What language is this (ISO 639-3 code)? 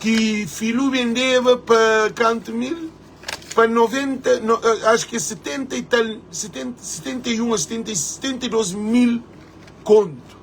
kea